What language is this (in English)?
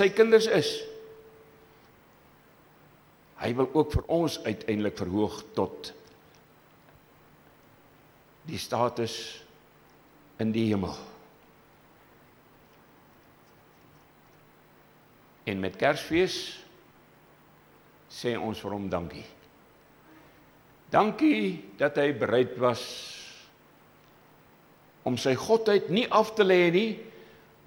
Afrikaans